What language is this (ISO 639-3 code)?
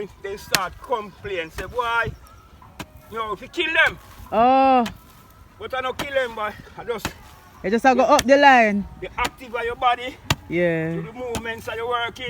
jam